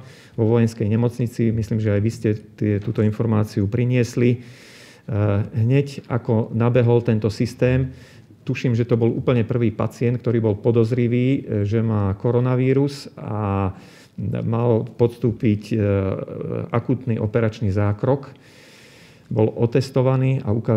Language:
Slovak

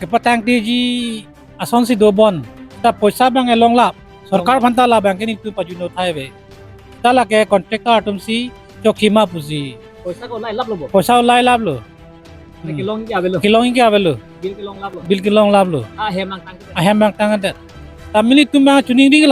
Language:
Karbi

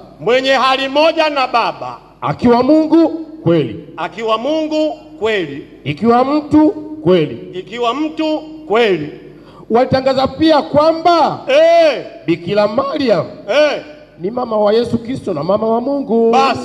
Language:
Swahili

